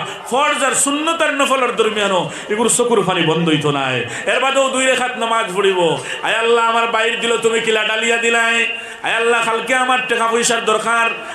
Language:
Sylheti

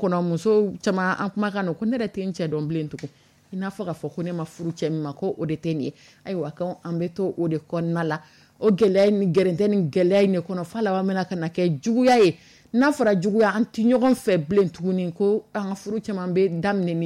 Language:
Dyula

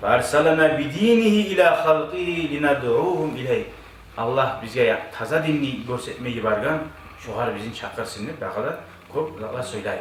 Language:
Kumyk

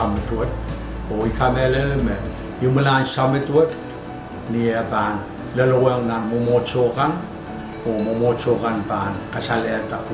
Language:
Pohnpeian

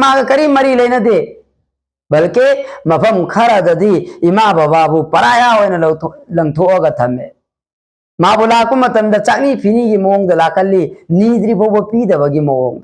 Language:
Manipuri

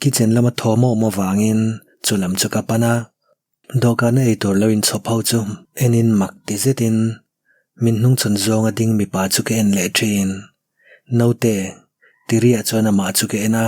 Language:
Mizo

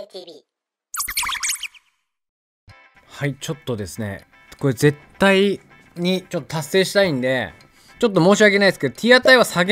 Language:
Japanese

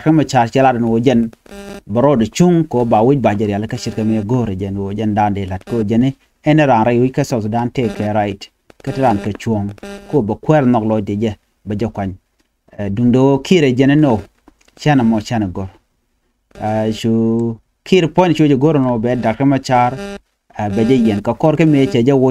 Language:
Nuer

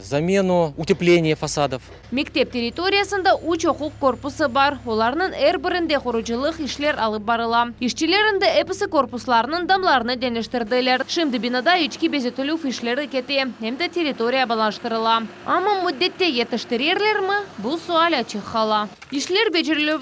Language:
Crimean Tatar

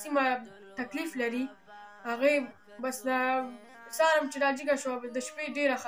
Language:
Pashto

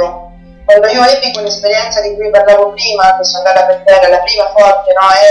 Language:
Italian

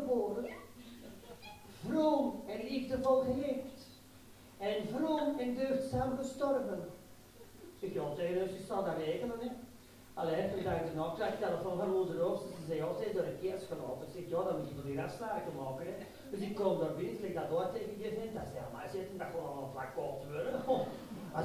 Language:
Dutch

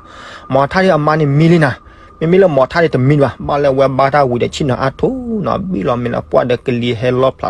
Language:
S'gaw Karen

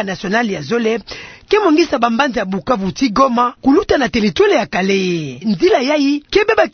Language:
Kituba (Democratic Republic of Congo)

